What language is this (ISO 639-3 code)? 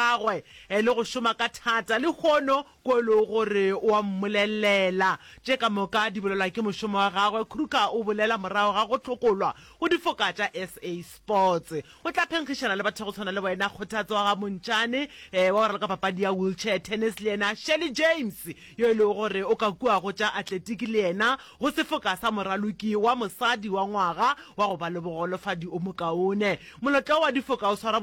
nso